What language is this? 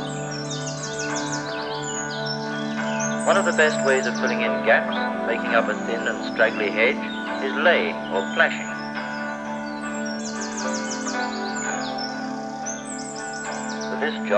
English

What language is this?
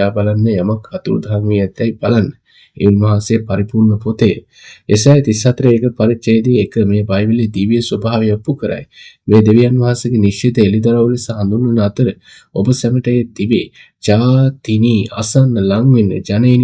Sinhala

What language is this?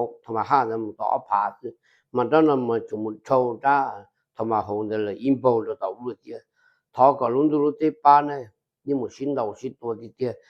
Hmong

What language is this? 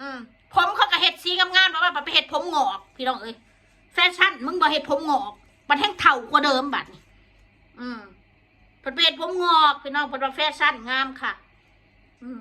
Northeastern Thai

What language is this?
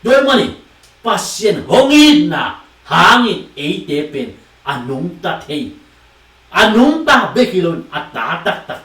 Tedim Chin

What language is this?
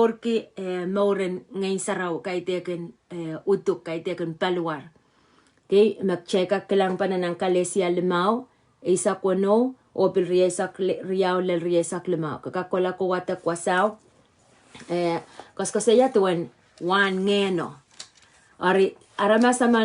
Pohnpeian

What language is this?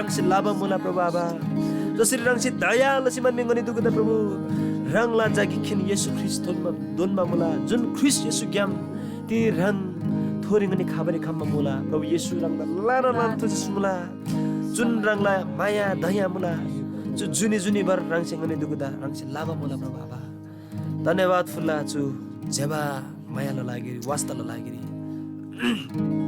Eastern Tamang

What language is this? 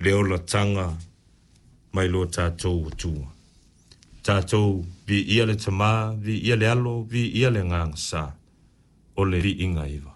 Samoan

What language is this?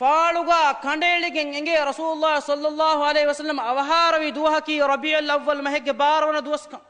Divehi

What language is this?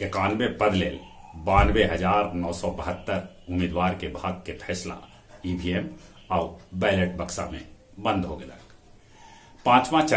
Magahi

